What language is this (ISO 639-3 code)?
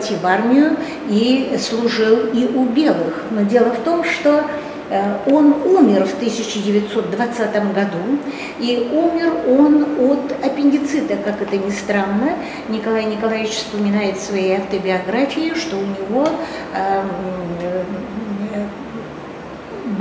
rus